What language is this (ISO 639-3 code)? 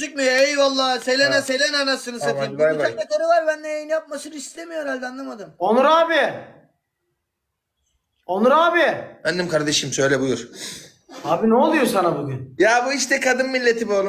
tur